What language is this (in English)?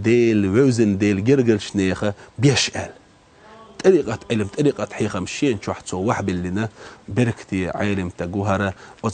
Chechen